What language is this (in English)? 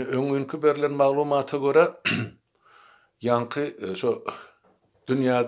Turkmen